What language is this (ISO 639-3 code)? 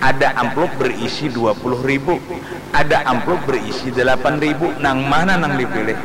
bjn